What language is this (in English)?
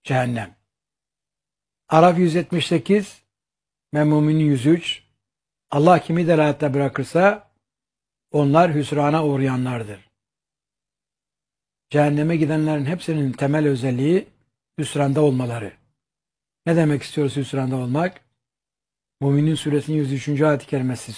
Turkish